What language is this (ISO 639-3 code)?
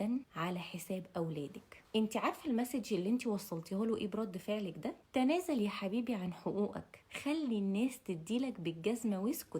arz